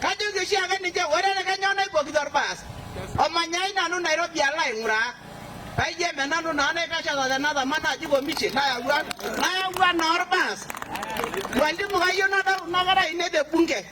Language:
Masai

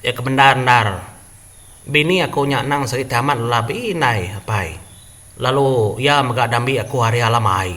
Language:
Iban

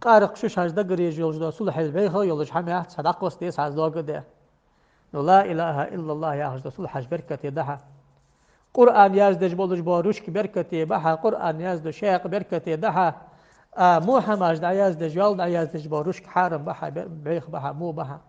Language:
Ingush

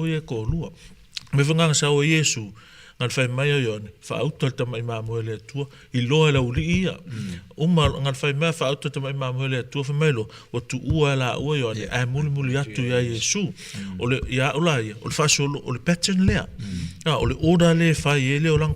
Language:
Samoan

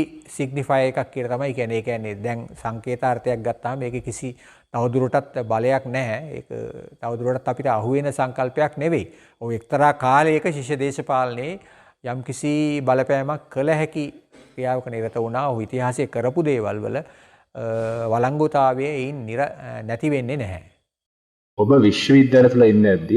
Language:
Sinhala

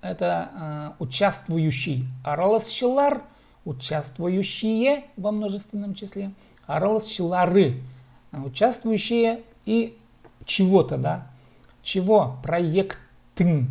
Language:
Khakas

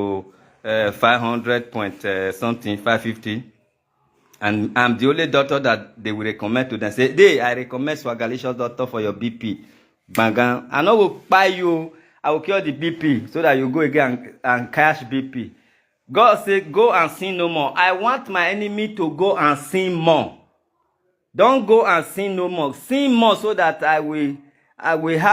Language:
Nigerian Pidgin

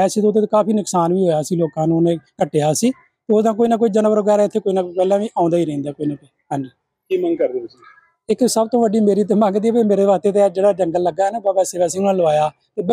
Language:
Punjabi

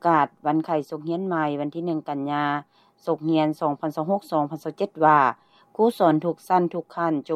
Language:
Lao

